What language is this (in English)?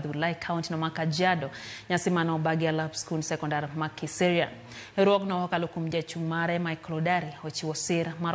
Luo (Kenya and Tanzania)